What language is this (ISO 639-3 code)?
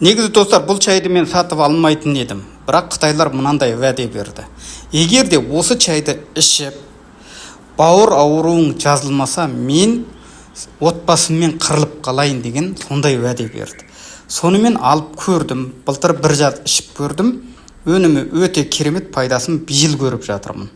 kaz